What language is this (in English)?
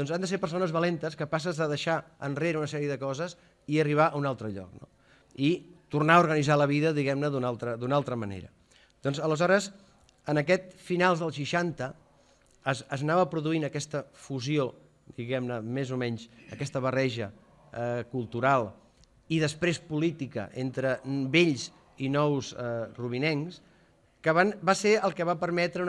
Catalan